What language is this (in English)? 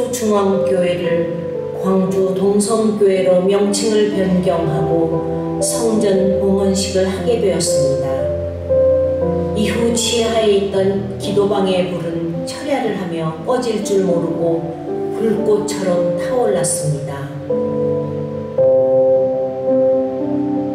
Korean